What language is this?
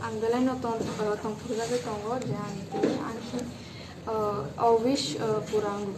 Kok Borok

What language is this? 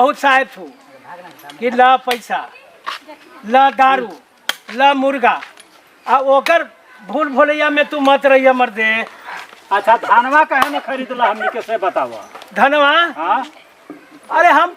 Magahi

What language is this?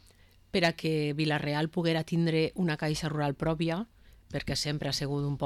Catalan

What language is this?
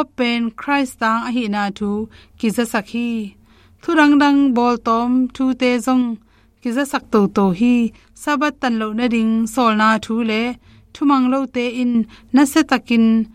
Tedim Chin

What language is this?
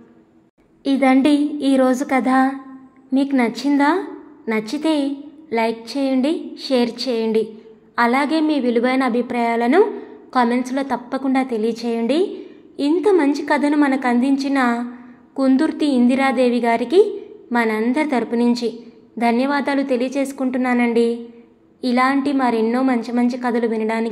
Telugu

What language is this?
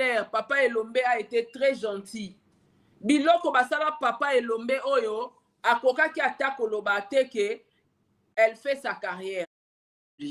Lingala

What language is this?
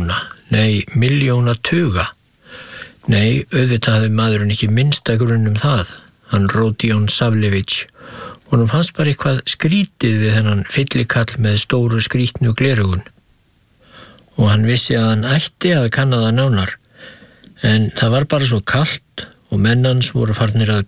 Icelandic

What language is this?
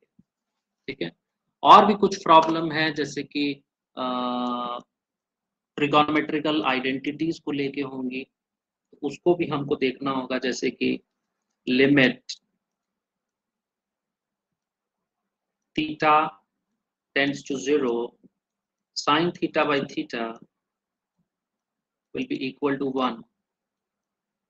Hindi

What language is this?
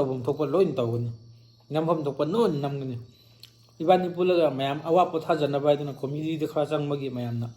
Manipuri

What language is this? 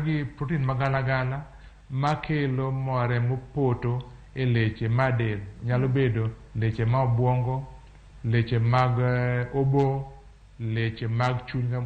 Luo (Kenya and Tanzania)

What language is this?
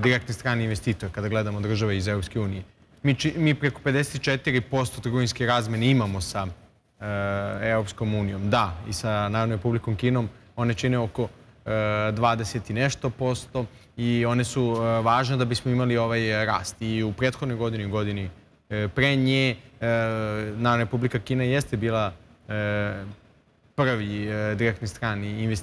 Serbian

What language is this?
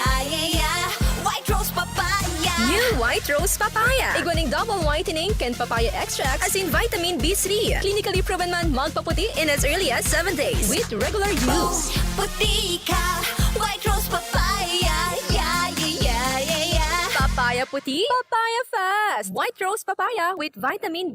Bikol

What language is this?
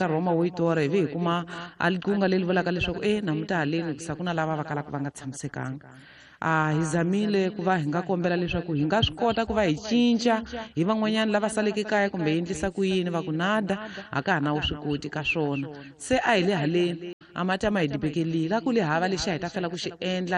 Tsonga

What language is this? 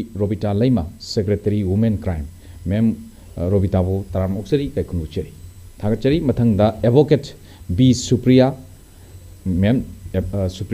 Manipuri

